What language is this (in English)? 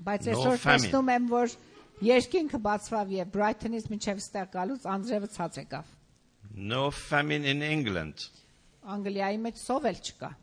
Armenian